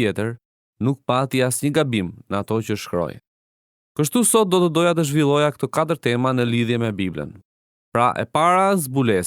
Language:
Albanian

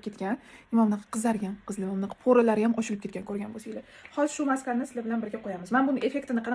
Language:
Uzbek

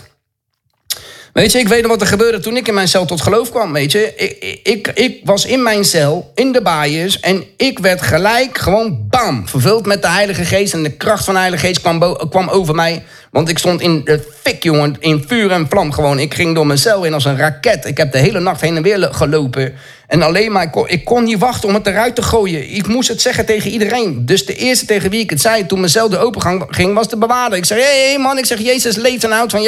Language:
Dutch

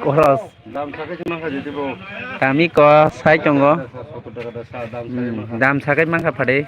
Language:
Kok Borok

